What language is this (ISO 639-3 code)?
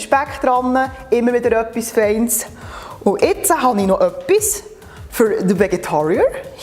gsw